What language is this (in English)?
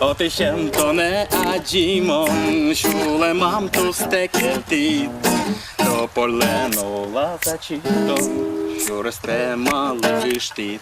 Udmurt